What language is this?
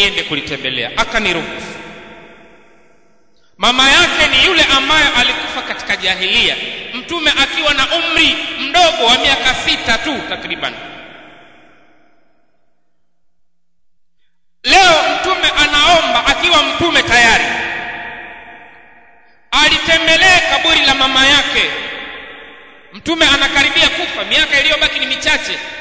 Swahili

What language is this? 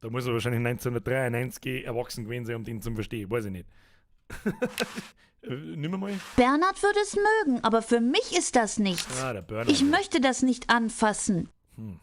Bavarian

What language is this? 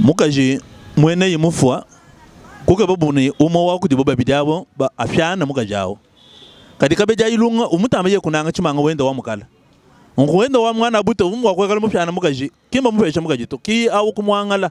Luba-Lulua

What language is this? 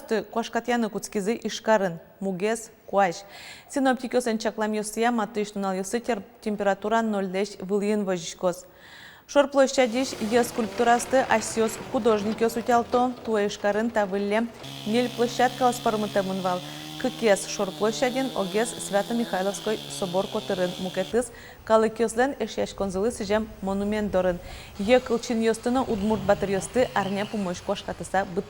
Udmurt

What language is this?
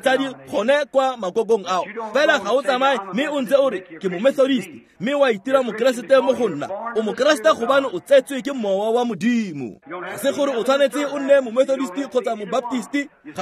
Tswana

